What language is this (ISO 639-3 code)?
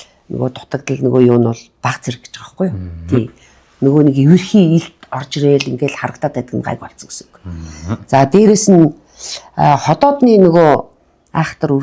mon